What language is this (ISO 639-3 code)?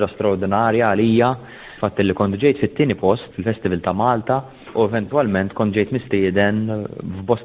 mlt